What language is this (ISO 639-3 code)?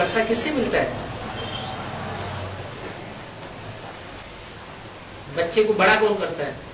hin